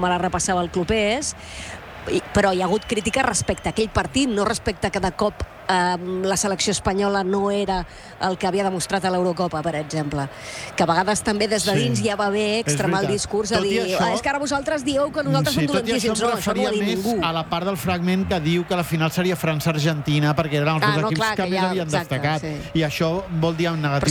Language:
Catalan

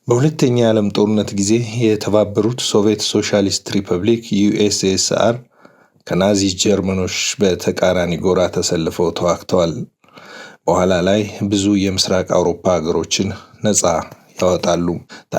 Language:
Amharic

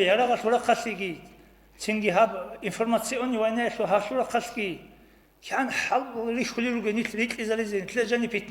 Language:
Avaric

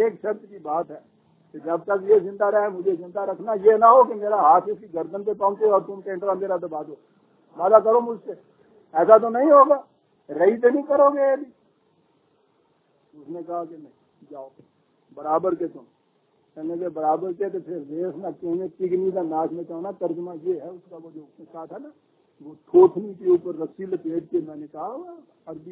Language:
Urdu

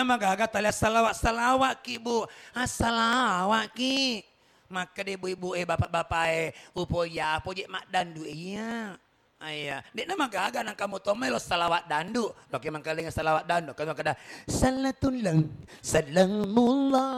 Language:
Buginese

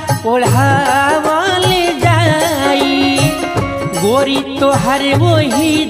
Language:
Bhojpuri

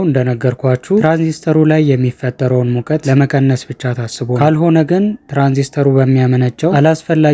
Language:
Amharic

